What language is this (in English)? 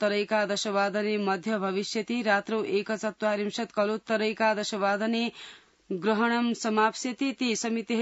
Sanskrit